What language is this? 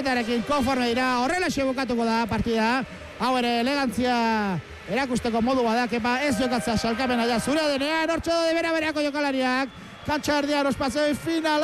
Basque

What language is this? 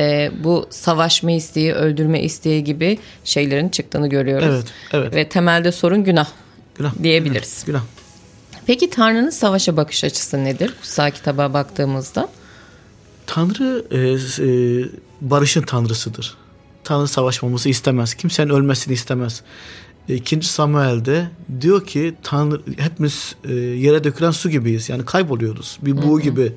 Turkish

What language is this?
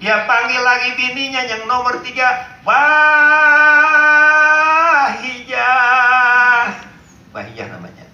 Betawi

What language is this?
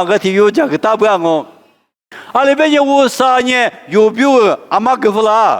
Lisu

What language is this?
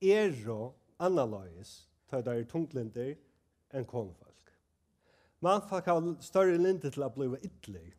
Faroese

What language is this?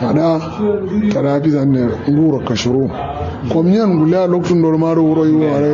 Kanuri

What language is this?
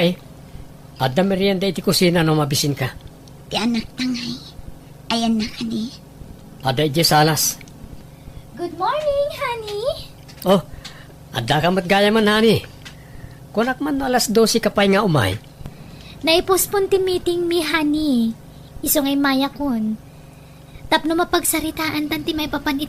Iloko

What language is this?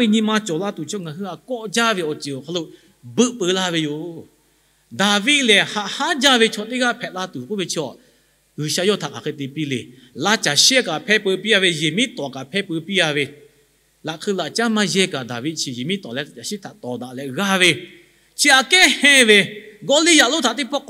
Lahu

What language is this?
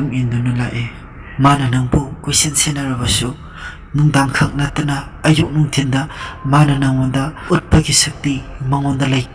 Manipuri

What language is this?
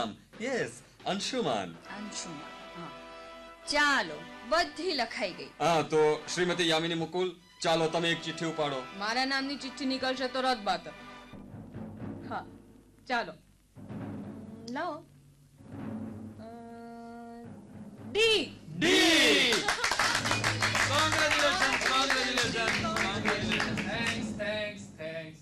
Gujarati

